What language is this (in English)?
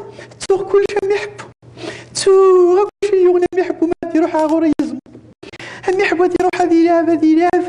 Kabyle